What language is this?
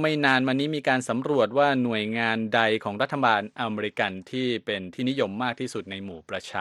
Thai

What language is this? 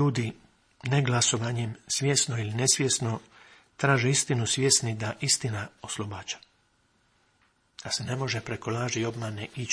Croatian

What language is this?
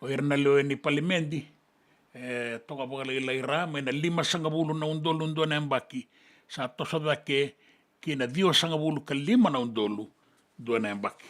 Fijian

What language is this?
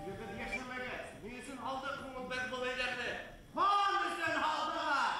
Bashkir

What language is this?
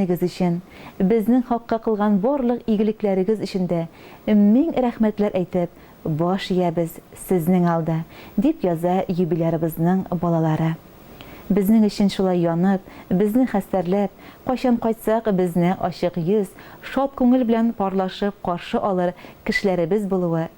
Tatar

